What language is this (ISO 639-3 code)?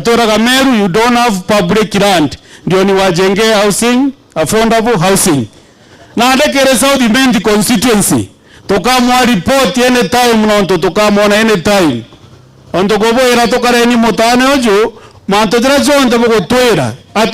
mer